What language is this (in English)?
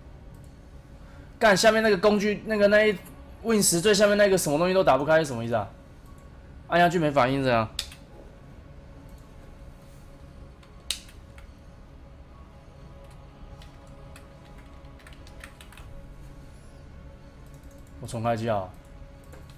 Chinese